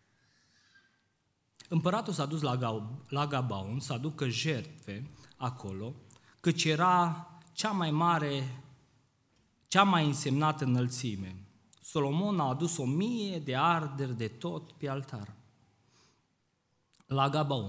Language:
Romanian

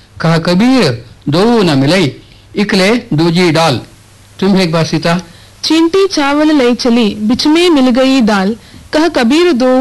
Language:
Kannada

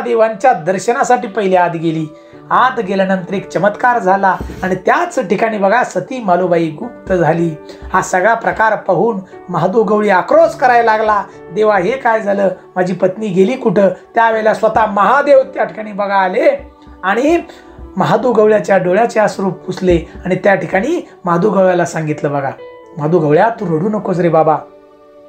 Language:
Marathi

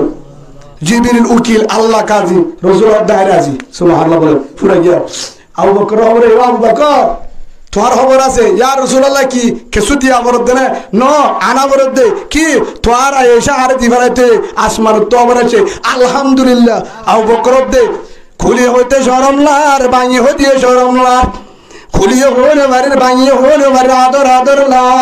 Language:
Rohingya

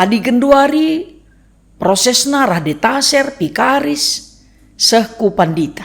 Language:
Batak Karo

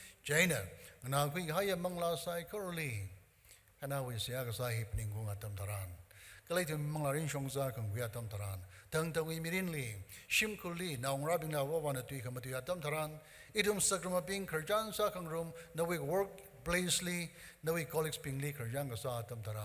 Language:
Tangkhul Naga (India)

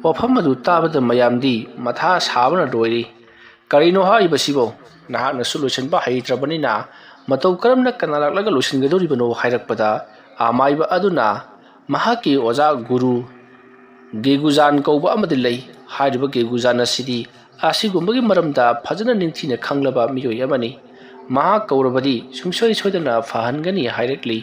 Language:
Manipuri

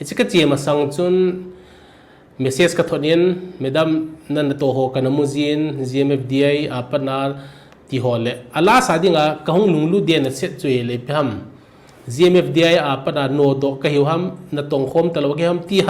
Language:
Thado Chin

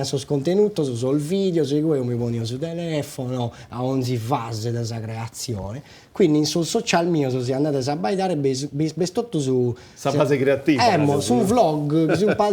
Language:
Sardinian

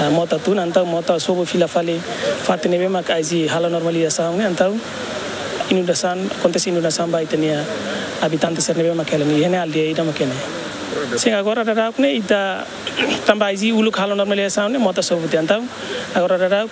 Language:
Tetum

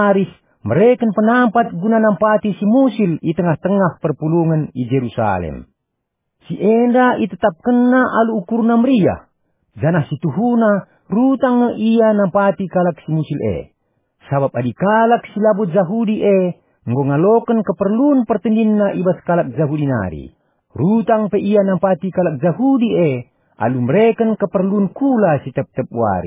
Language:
Batak Karo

